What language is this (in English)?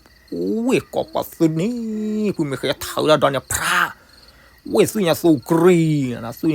S'gaw Karen